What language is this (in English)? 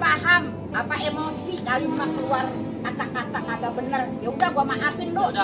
Betawi